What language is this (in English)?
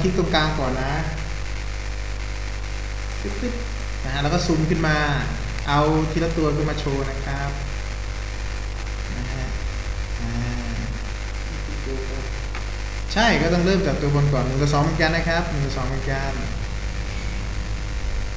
Thai